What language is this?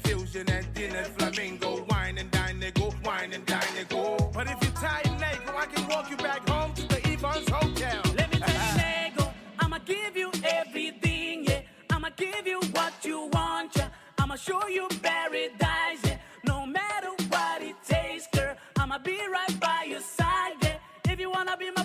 Pohnpeian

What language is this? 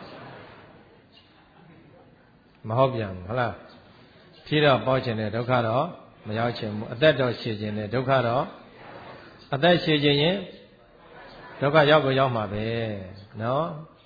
Burmese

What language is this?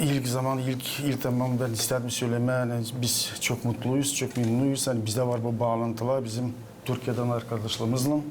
Gagauz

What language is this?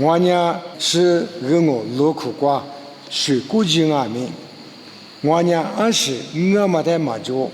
Lisu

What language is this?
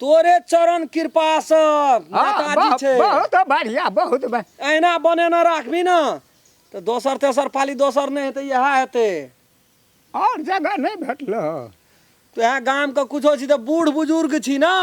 Maithili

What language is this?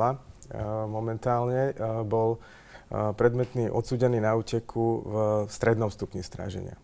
Slovak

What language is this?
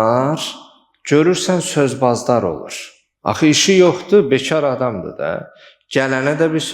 Azerbaijani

